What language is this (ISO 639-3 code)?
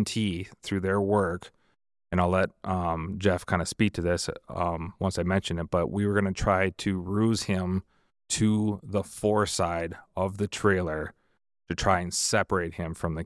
eng